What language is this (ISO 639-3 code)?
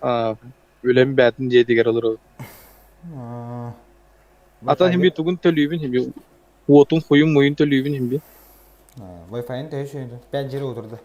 sah